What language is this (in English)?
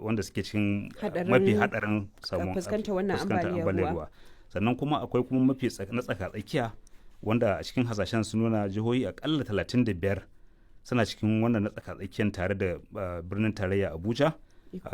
Hausa